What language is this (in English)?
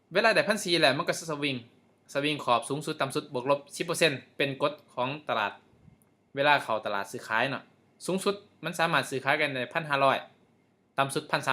Lao